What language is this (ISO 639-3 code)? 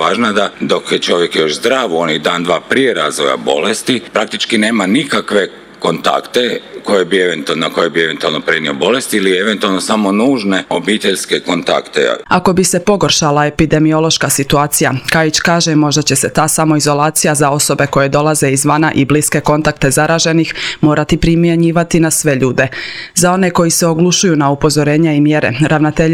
hrv